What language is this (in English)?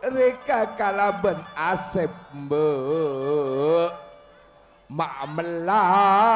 Madurese